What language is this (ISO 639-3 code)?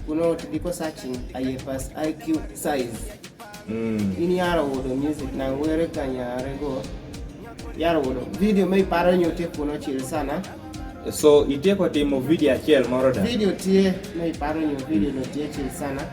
kdi